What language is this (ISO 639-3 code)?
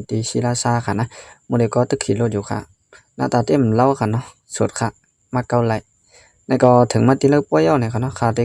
shn